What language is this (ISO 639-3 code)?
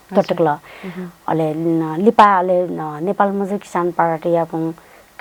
new